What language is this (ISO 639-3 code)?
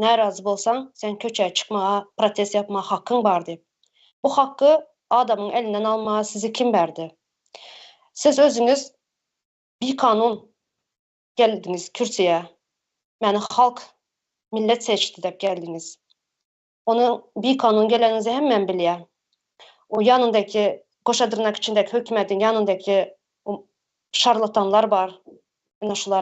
tuk